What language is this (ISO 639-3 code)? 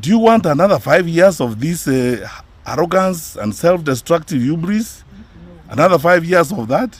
mer